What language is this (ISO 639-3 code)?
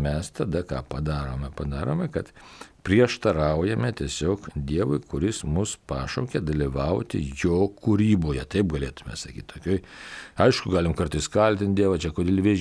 lit